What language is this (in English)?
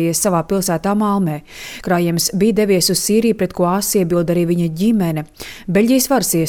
Latvian